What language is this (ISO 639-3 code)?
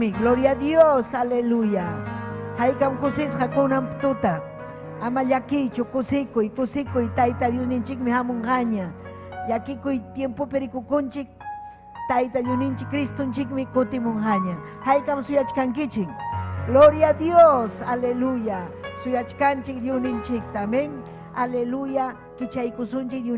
quy